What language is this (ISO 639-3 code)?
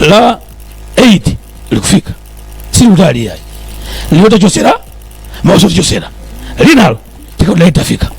nya